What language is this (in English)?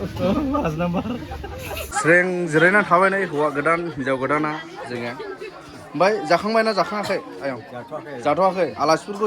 Bodo